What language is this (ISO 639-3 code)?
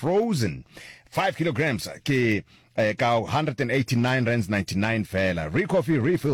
nso